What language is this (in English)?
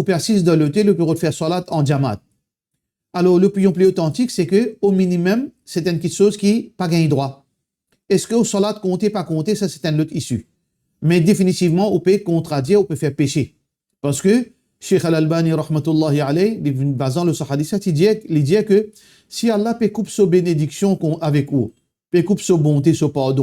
Morisyen